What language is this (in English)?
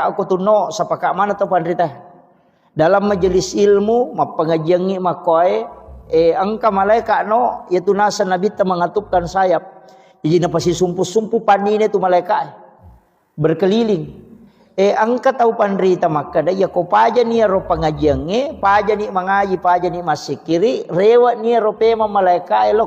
Buginese